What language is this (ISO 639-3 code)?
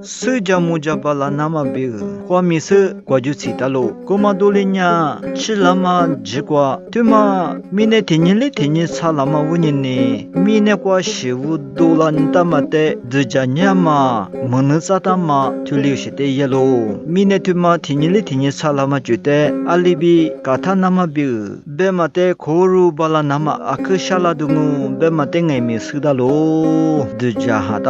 lis